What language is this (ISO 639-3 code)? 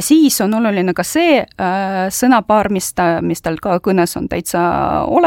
est